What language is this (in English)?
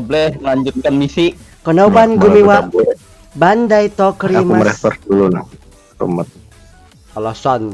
Banjar